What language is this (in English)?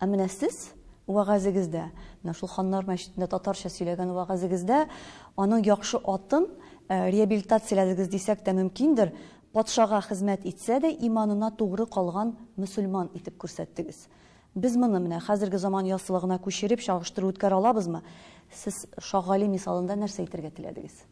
Tatar